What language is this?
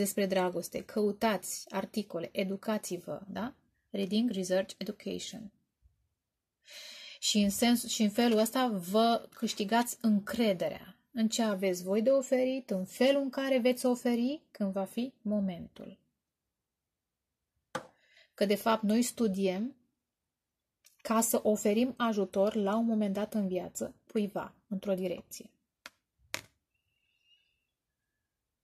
Romanian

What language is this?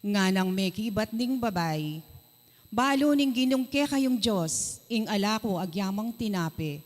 Pampanga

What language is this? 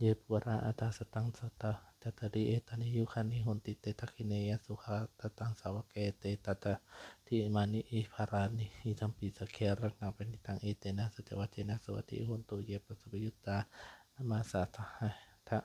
Pali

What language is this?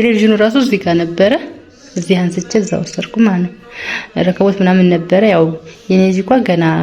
Amharic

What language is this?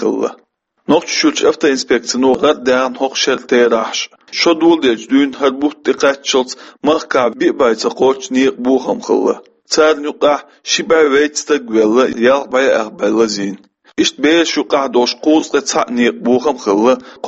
Chechen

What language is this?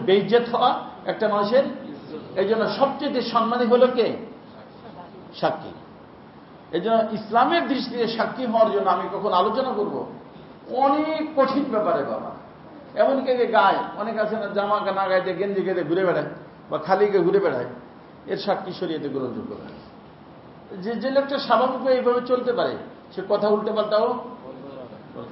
Bangla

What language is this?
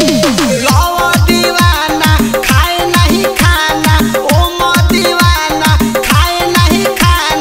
Bhojpuri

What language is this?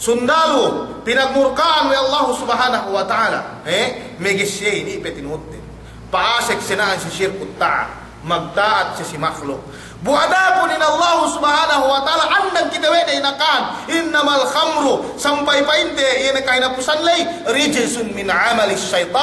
Yakan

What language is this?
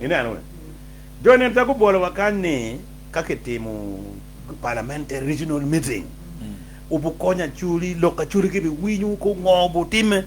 Acoli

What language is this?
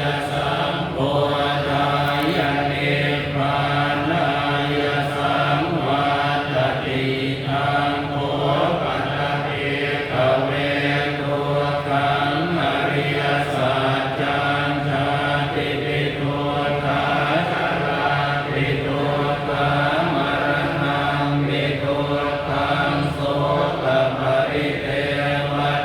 Pali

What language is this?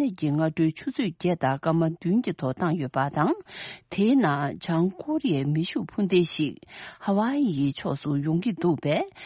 Tibetan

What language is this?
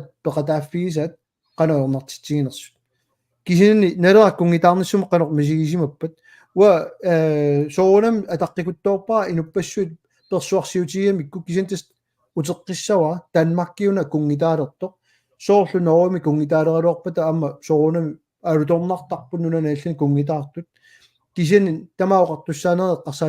Kalaallisut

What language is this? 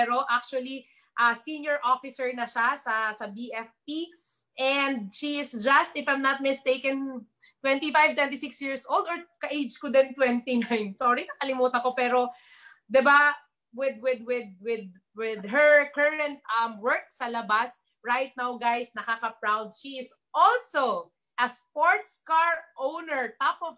Filipino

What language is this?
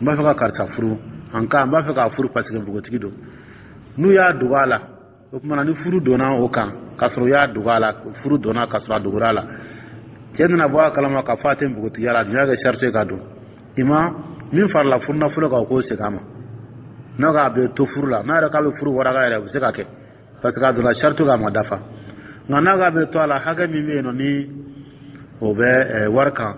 Dyula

